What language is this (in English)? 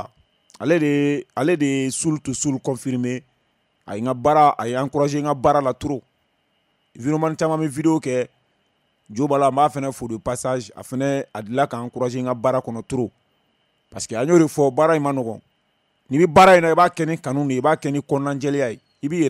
Bambara